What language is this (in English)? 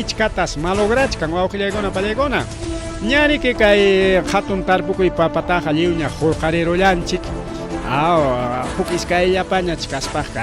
Ayacucho Quechua